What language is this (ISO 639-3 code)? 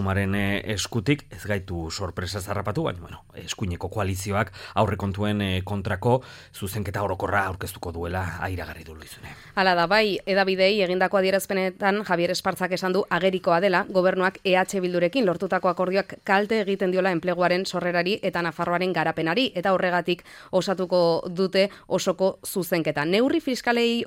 eus